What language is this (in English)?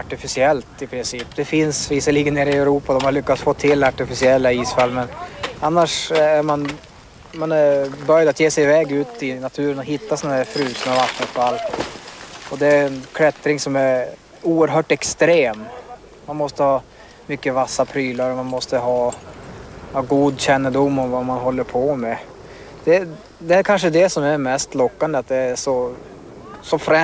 Swedish